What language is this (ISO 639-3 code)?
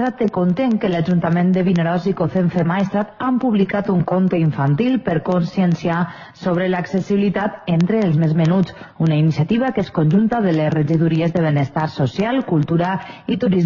cat